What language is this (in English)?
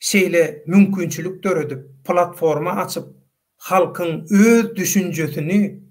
Turkmen